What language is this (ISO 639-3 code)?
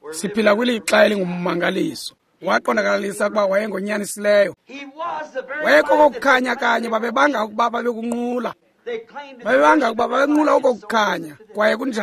xho